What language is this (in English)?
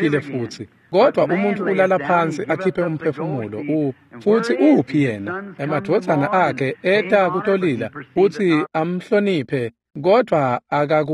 Swati